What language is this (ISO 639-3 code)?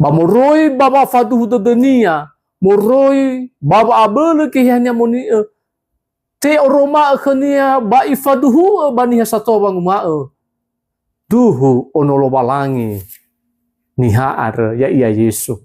nia